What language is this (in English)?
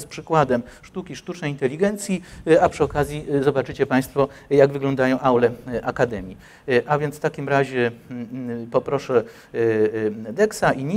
Polish